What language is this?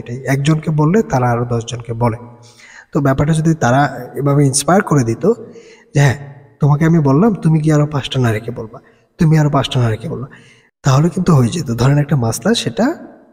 Bangla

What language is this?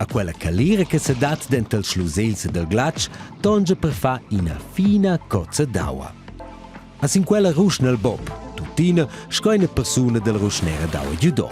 Romansh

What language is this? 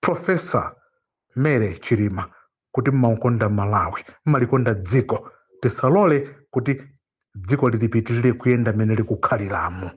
Nyanja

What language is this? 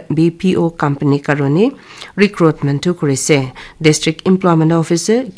Naga Pidgin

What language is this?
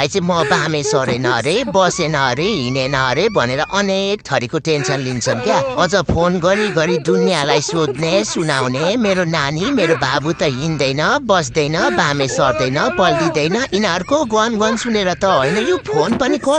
Nepali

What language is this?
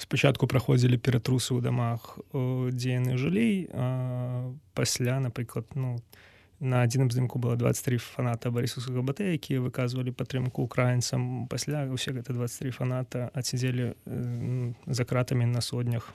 Belarusian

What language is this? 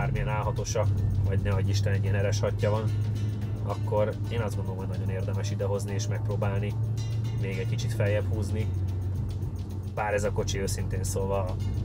Hungarian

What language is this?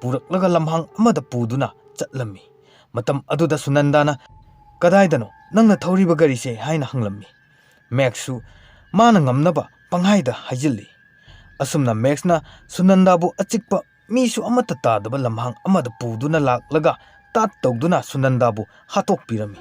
Manipuri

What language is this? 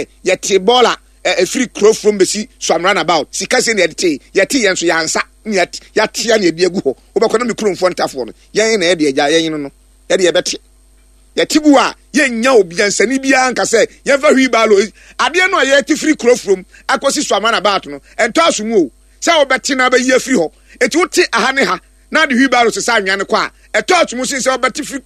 Akan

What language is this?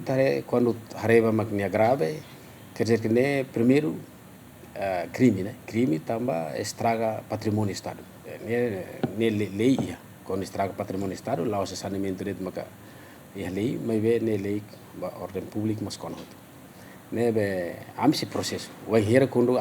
Tetum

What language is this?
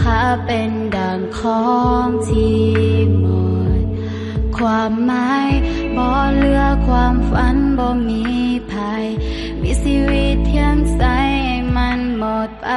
Lao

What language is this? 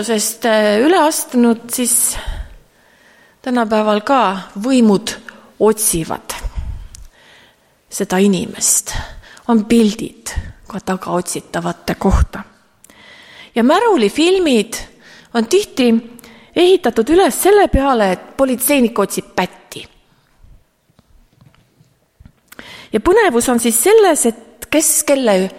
Estonian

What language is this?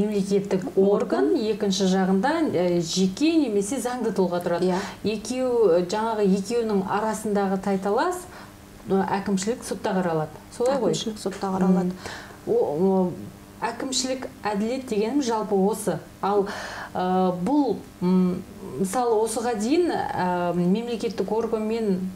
Kazakh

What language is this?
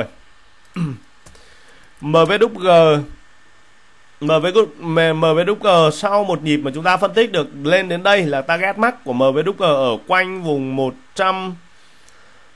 Vietnamese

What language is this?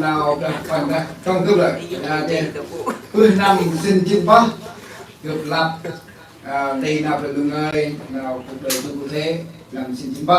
Central Mnong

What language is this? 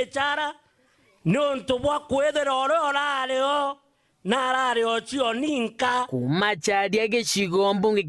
Meru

